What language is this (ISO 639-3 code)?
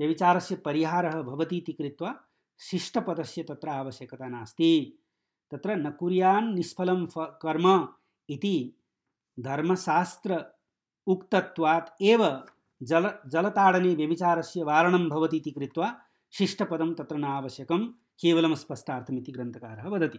san